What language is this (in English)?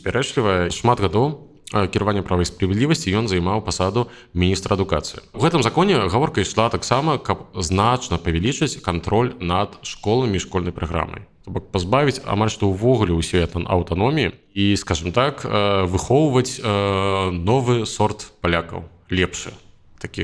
Belarusian